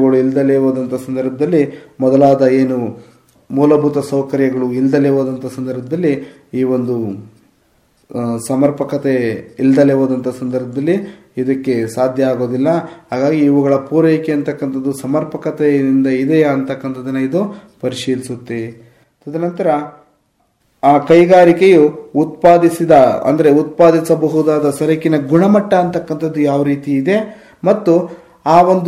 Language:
Kannada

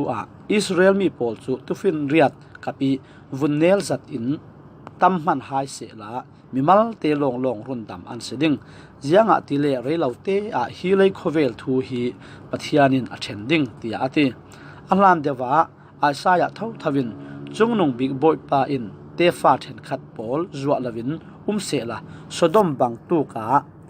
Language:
Falam Chin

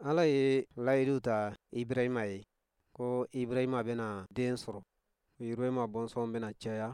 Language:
Bambara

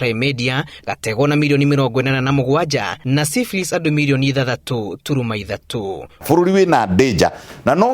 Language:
Kikuyu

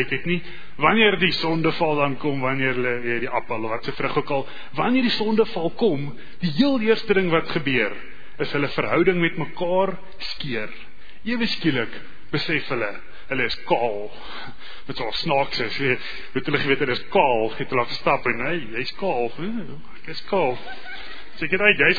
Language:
Afrikaans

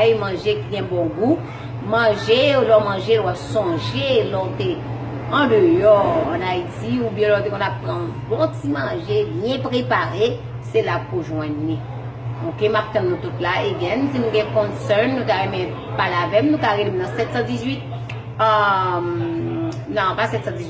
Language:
Haitian Creole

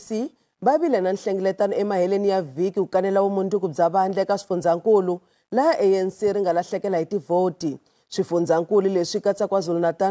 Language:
Tsonga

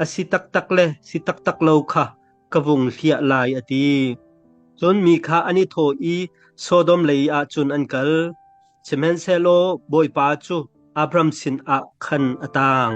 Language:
Hakha Chin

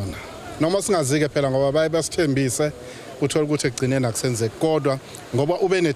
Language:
Zulu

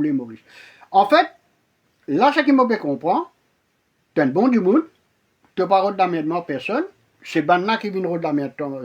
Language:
Morisyen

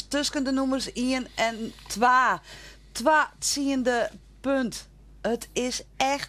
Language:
Western Frisian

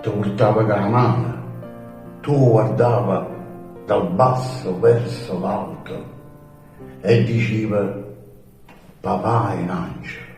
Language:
Neapolitan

